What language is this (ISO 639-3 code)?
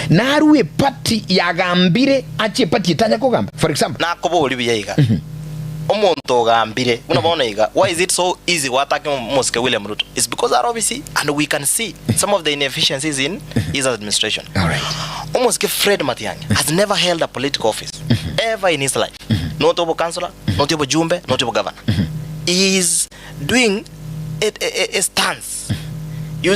guz